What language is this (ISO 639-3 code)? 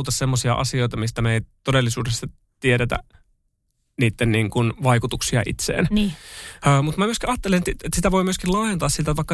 fin